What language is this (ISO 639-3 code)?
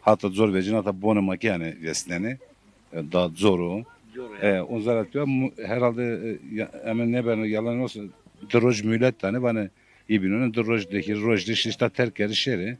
zza